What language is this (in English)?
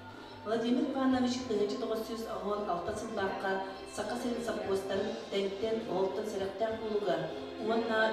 Yakut